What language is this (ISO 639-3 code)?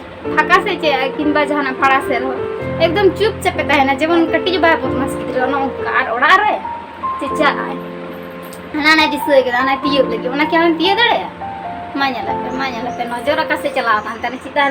sat